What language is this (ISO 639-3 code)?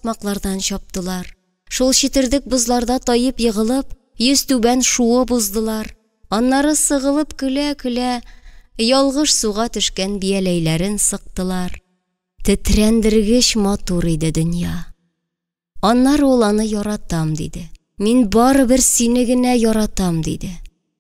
tat